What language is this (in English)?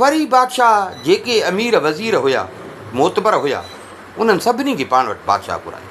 Sindhi